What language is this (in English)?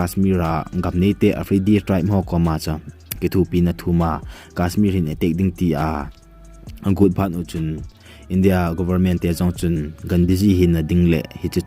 Thado Chin